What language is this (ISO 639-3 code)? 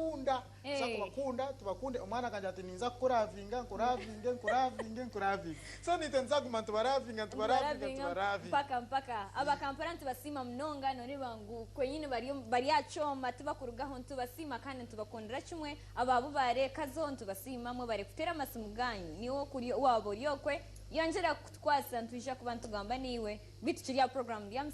nyn